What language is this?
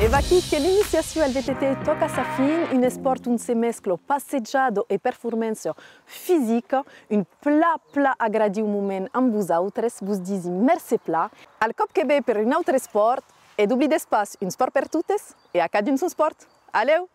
Occitan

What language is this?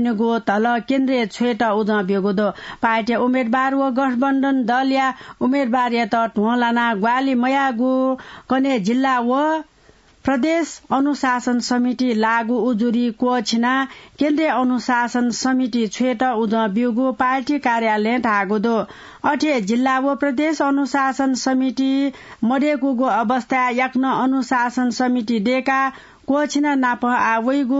Newari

